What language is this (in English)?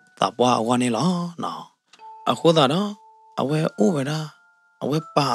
S'gaw Karen